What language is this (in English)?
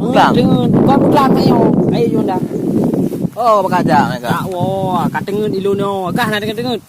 Achinese